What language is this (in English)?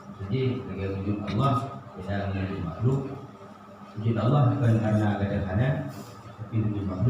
Achinese